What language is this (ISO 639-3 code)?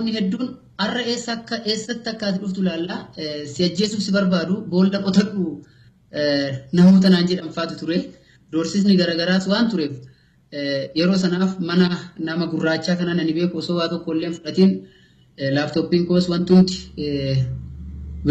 orm